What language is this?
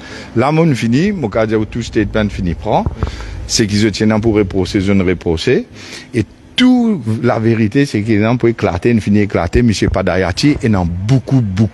Morisyen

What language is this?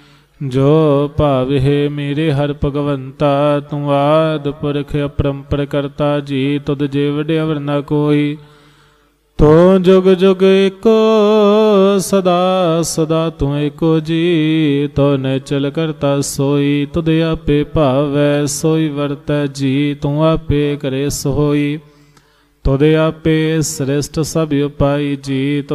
Punjabi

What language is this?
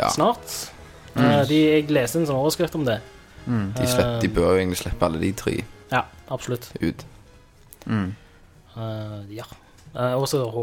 Norwegian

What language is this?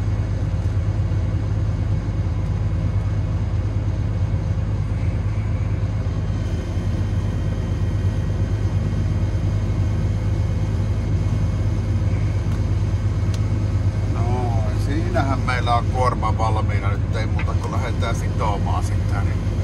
Finnish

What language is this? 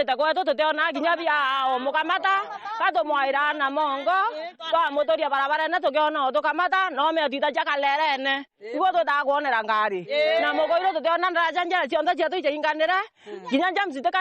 Meru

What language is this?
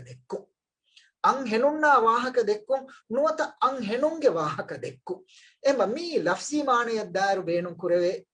Divehi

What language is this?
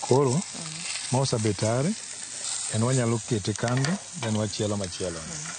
Luo (Kenya and Tanzania)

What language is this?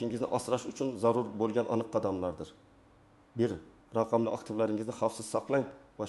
Uzbek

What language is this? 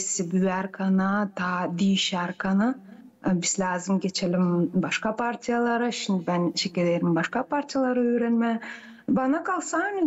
Gagauz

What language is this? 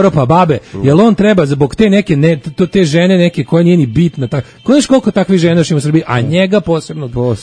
Serbian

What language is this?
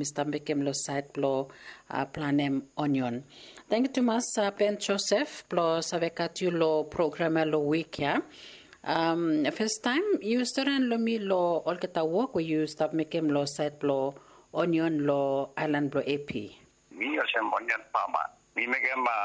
Bislama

